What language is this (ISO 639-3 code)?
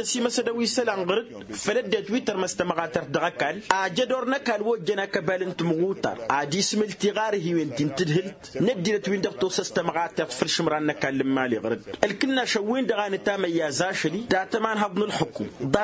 taq